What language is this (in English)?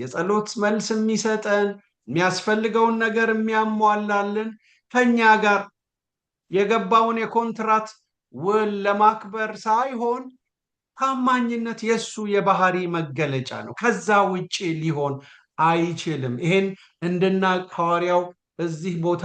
Amharic